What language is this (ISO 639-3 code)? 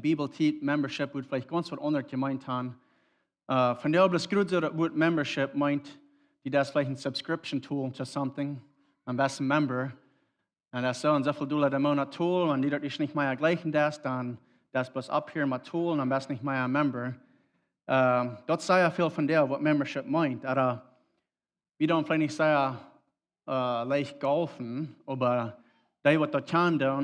pdt